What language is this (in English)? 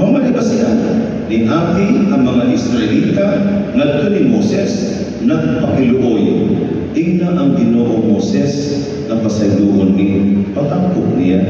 Cebuano